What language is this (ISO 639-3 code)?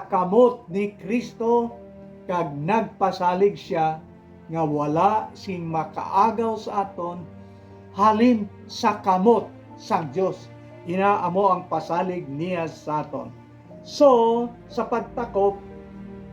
hil